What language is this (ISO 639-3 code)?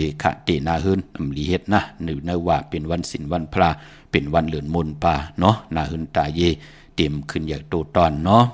shn